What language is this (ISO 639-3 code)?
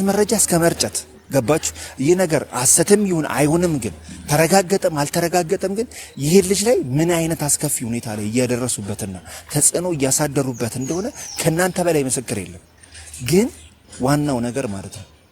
amh